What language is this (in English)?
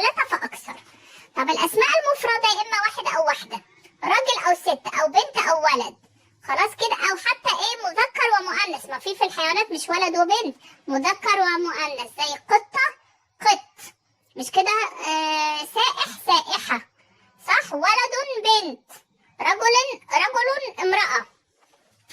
Egyptian Arabic